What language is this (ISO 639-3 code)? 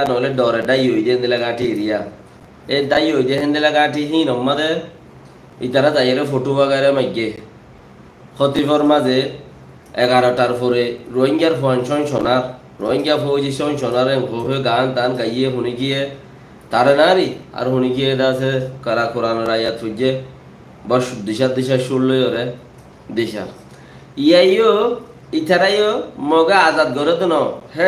rhg